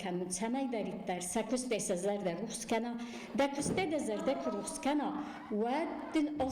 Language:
Ossetic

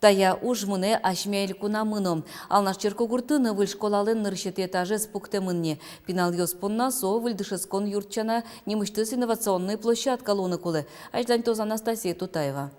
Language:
Udmurt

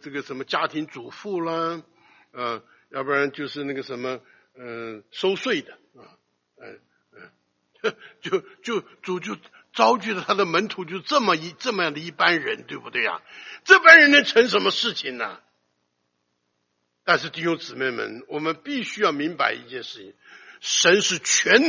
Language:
Chinese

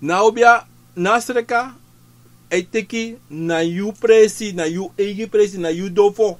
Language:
Sranan Tongo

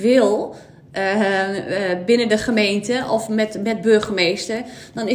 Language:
Dutch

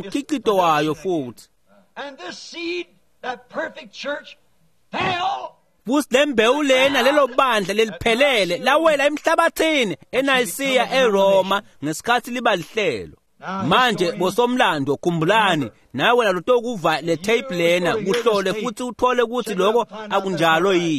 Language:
Swati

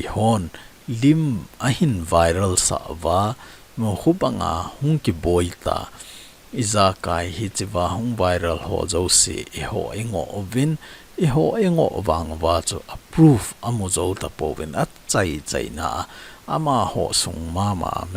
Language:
Thado Chin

